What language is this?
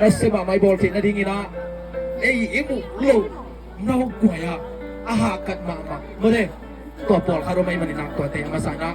Tedim Chin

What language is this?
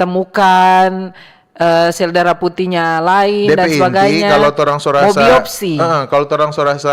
Manado Malay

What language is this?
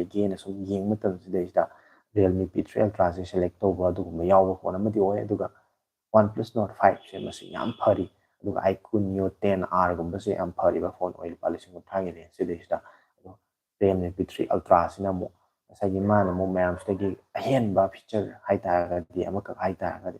Manipuri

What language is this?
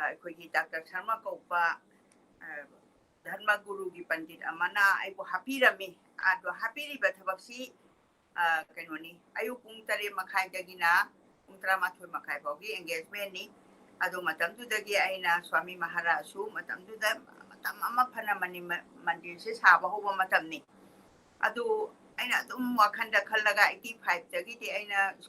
Manipuri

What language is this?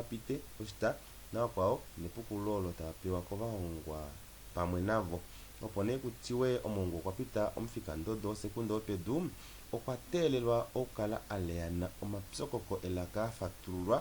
Kuanyama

